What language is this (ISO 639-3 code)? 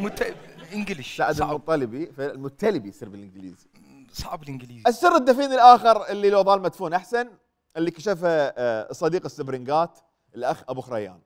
acm